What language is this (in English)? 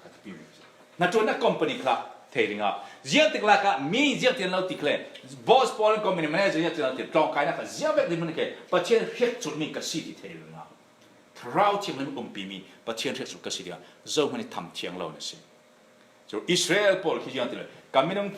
Falam Chin